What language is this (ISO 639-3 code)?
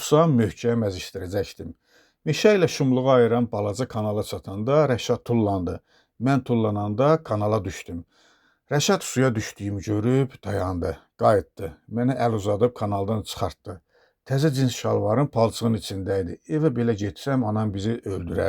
aze